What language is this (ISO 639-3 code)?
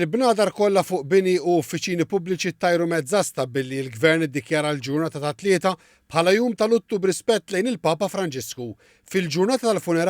mlt